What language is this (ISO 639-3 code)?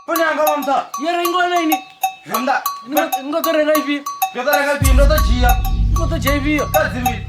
ven